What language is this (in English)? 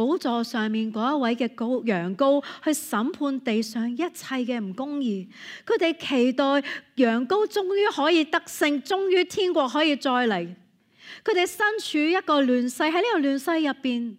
Cantonese